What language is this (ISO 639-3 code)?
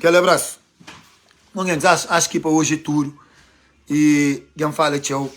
kea